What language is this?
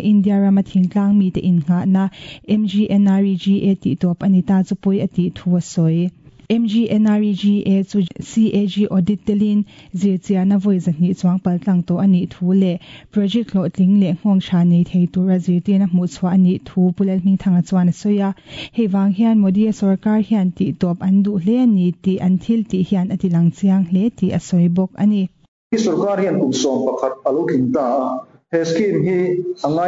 Mizo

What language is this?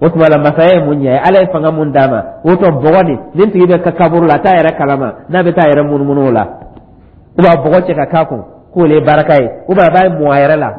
Dyula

